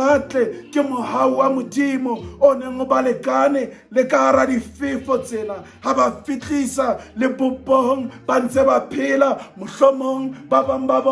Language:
Southern Sotho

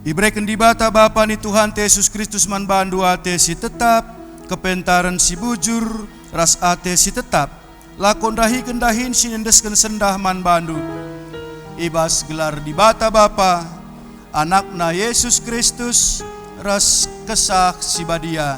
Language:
Batak Karo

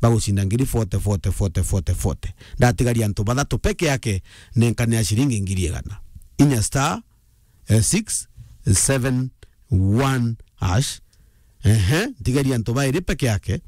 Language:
Meru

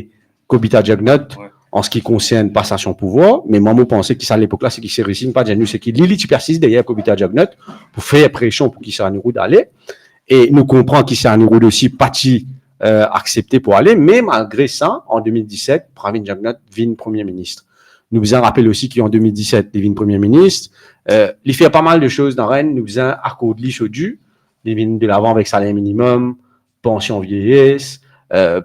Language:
Morisyen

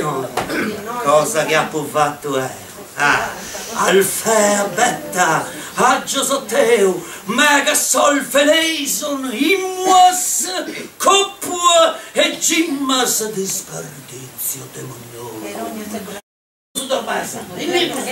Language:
Sardinian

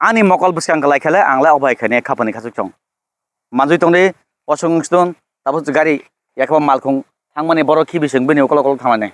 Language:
Kok Borok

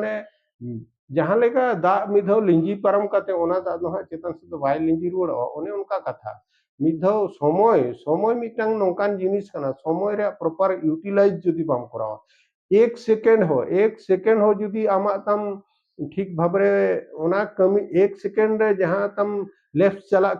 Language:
Santali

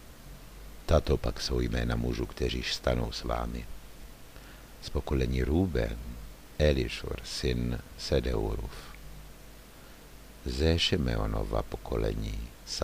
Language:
Czech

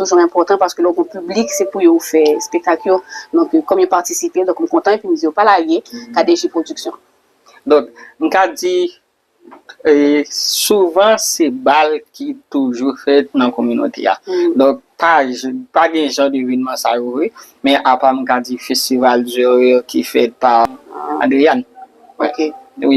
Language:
Haitian Creole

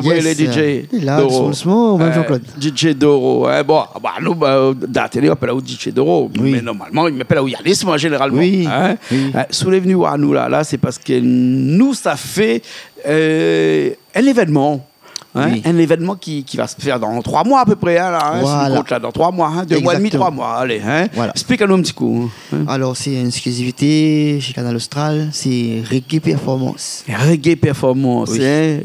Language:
Réunion Creole French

